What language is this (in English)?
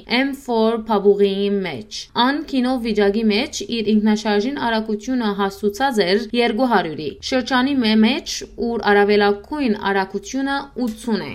Western Armenian